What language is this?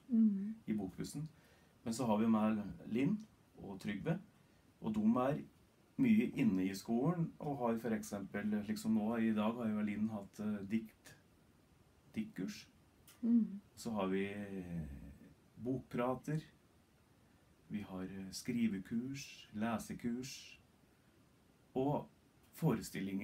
Norwegian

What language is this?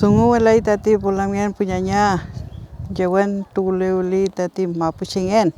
Mapuche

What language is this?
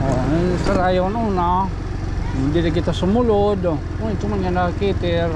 Waray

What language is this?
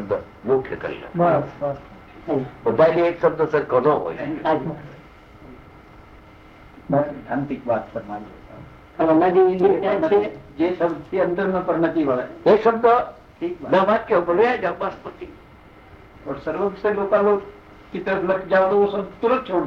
Gujarati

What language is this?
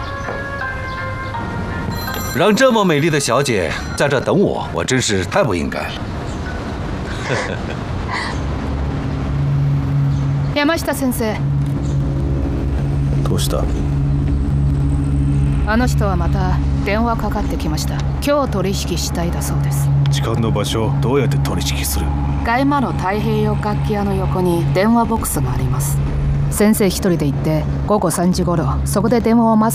Japanese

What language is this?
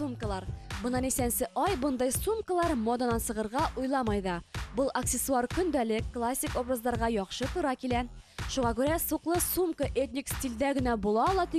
Bashkir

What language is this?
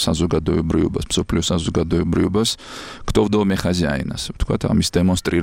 Georgian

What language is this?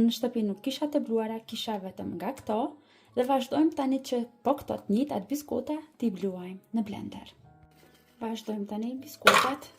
Albanian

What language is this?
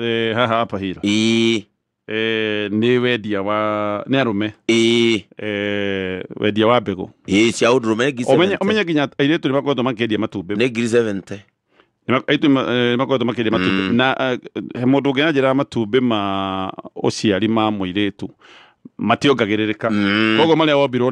Kikuyu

